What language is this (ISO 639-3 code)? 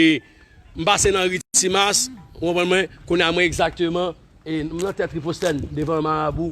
hat